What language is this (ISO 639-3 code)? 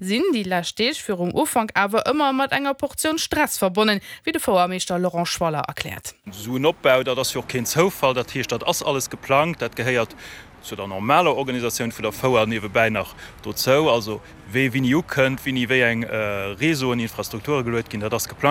ltz